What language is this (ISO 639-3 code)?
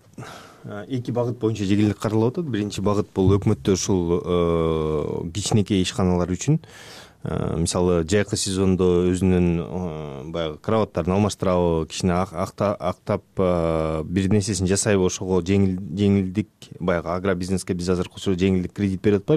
kir